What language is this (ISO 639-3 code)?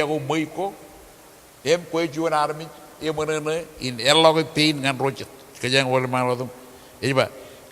mah